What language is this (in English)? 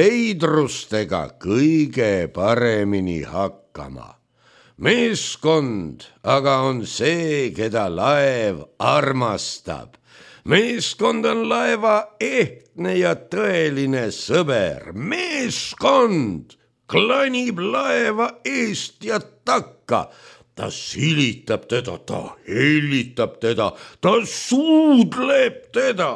Estonian